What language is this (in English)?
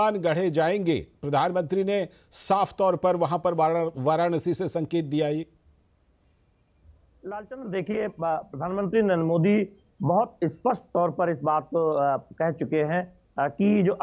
Hindi